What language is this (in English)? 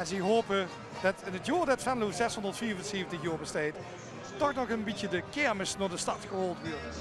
Limburgish